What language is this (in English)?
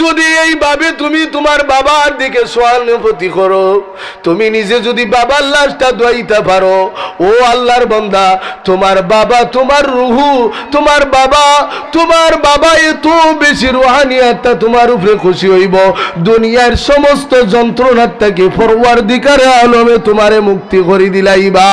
Sylheti